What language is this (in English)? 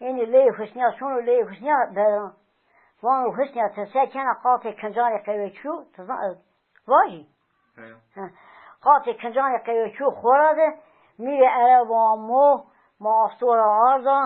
Zaza